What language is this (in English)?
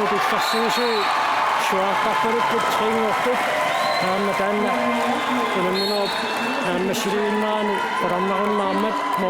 Kalaallisut